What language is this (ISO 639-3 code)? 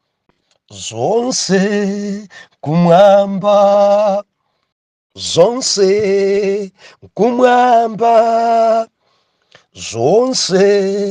nya